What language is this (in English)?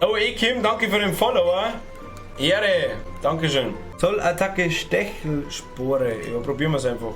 Bavarian